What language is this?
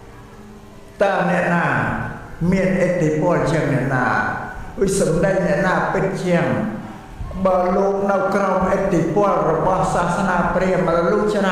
Khmer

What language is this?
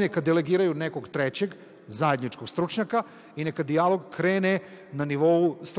Serbian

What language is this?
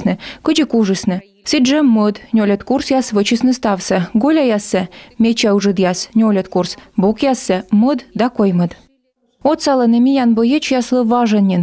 Komi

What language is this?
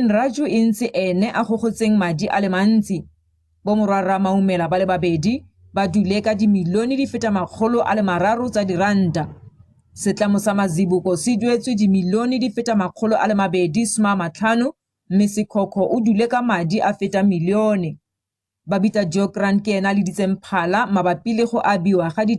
Tswana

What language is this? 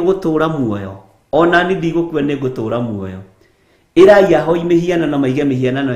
Kikuyu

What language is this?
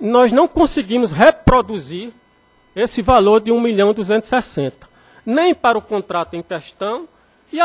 Portuguese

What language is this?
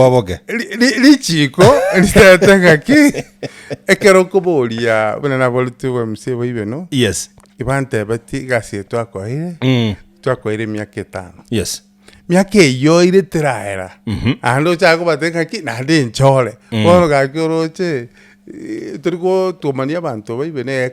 Gusii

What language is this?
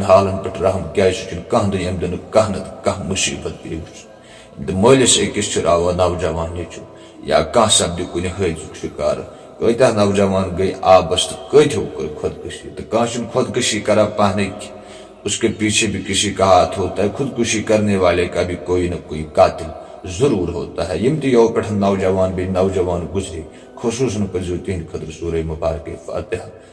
Kashmiri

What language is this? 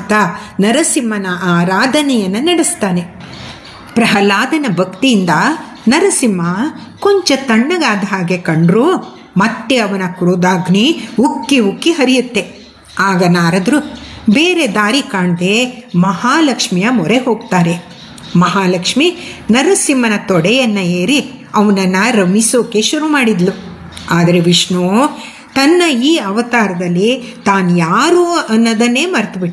Kannada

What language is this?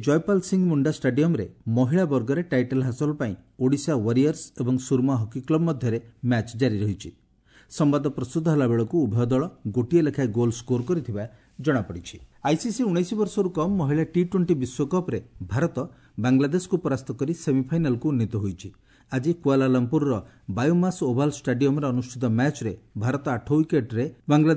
Odia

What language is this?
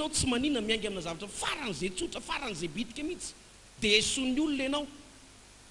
Malagasy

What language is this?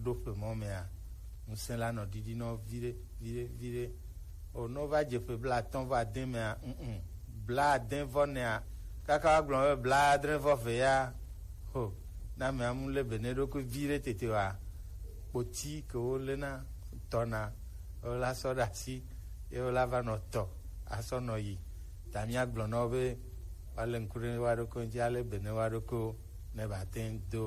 Gen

